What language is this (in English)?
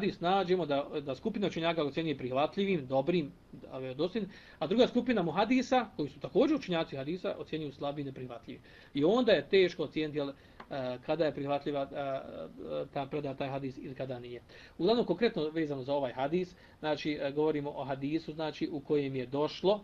Bosnian